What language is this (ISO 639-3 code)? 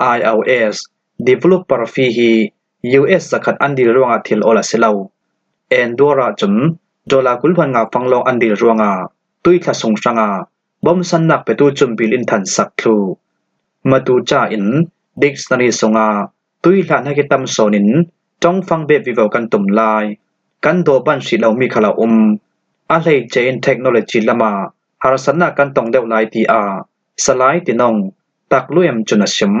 cfm